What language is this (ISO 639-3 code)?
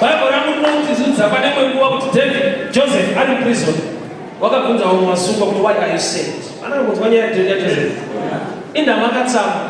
sna